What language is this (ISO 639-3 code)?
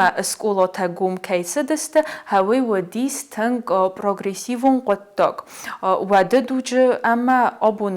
oss